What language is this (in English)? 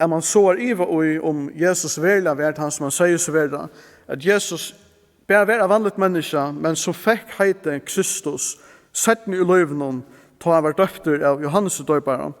Faroese